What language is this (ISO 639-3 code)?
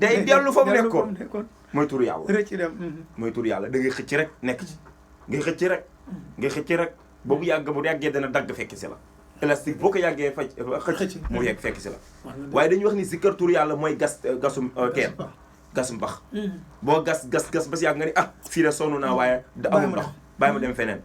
wol